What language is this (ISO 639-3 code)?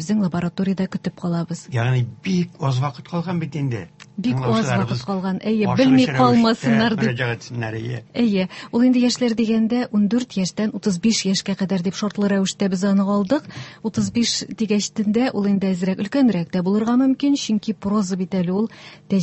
tat